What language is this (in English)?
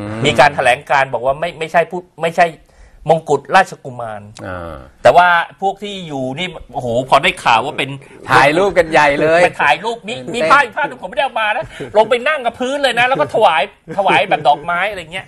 Thai